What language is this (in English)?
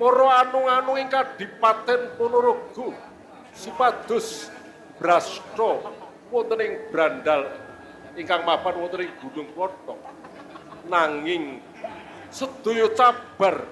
Javanese